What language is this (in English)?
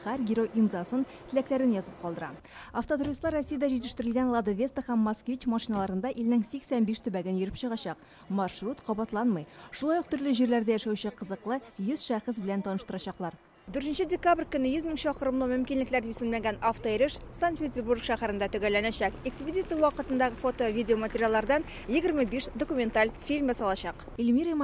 Tatar